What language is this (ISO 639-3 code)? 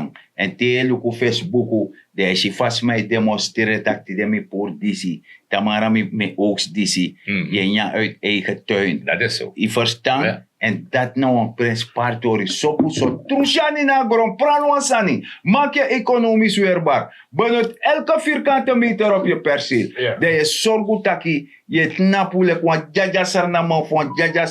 srn